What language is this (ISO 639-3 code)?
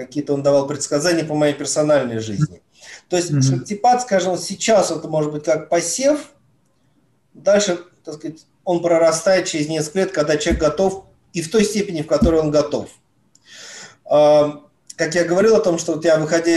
rus